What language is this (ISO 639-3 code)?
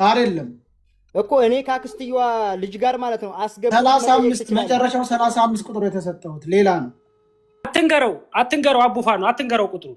amh